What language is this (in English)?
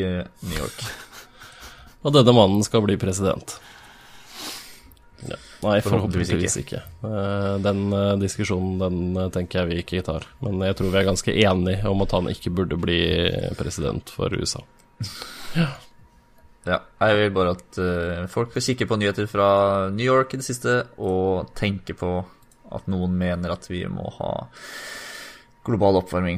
Norwegian